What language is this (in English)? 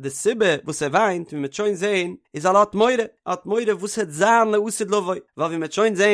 Yiddish